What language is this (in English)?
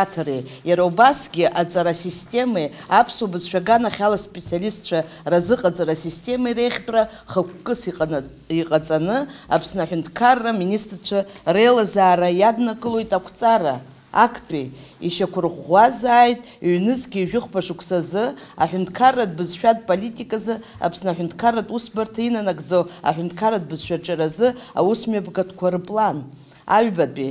Abkhazian